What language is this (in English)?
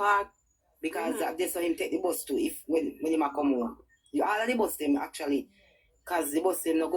Jamaican Creole English